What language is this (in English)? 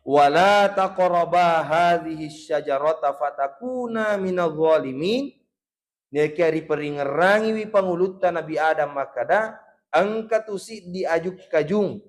Buginese